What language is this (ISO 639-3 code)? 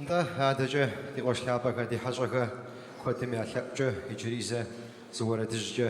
kbd